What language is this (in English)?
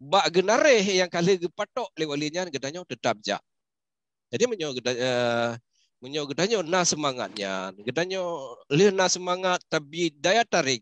Achinese